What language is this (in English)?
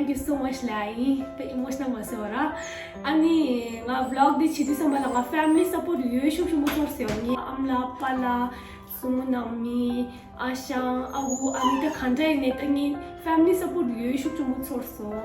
Tibetan